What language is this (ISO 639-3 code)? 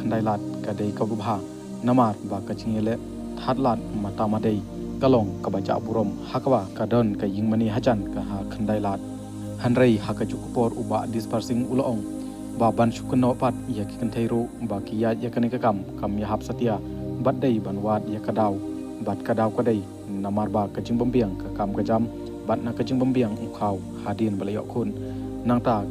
kha